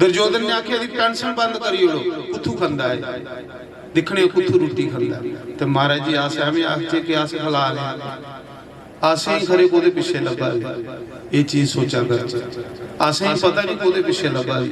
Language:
Dogri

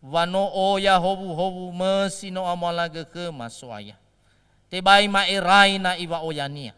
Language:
Nias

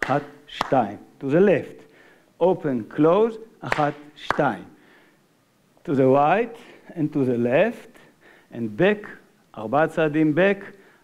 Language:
Hebrew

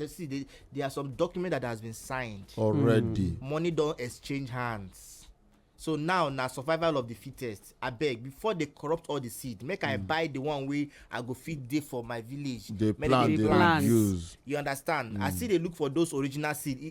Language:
Nigerian Pidgin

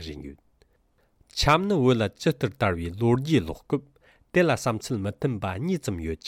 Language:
Tibetan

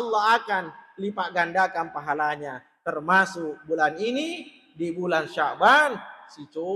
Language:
Buginese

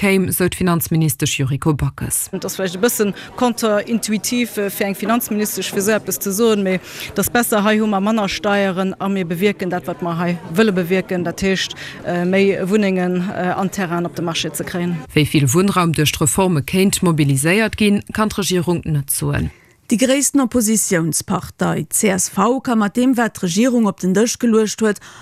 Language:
Luxembourgish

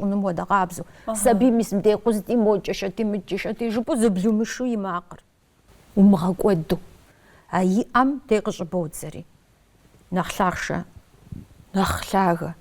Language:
Kabardian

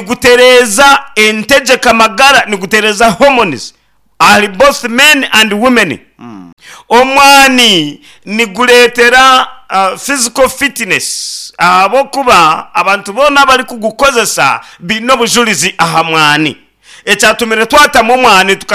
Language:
Nyankole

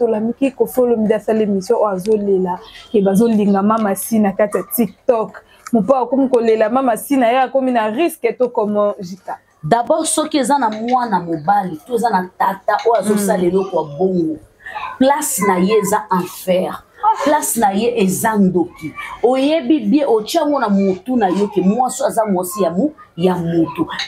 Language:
Lingala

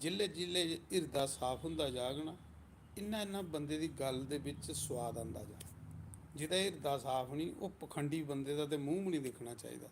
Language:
Dogri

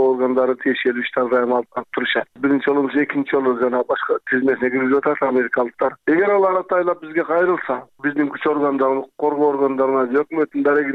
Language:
Kyrgyz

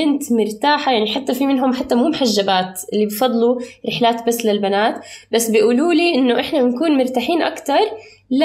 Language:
North Levantine Arabic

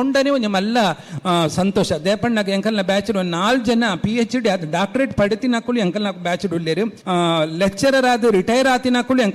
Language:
Tulu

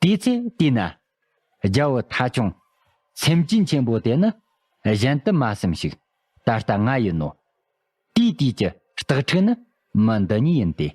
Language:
Tibetan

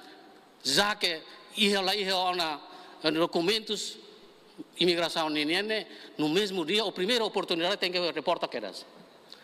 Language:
Tetum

